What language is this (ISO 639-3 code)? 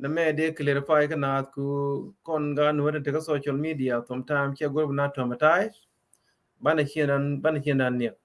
nus